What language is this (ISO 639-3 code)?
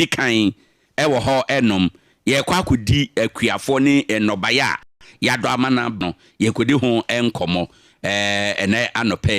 aka